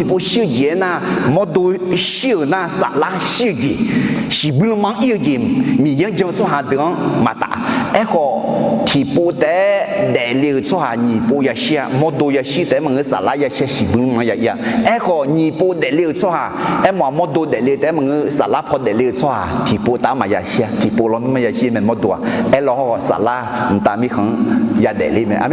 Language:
Akha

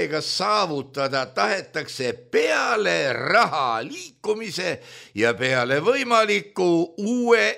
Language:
Estonian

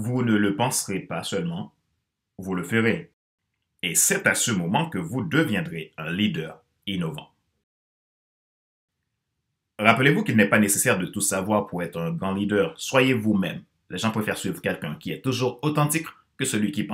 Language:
French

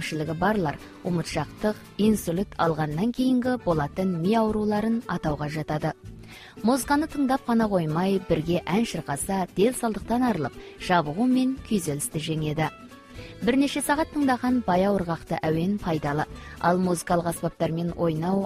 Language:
Kazakh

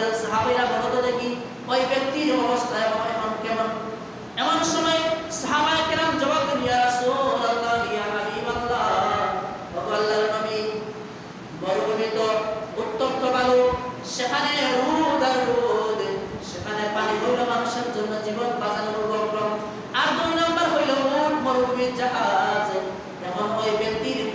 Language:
Bangla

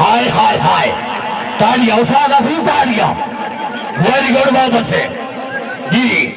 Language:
Saraiki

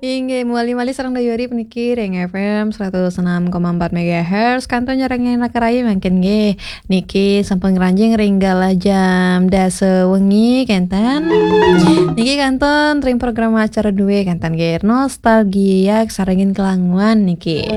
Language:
Balinese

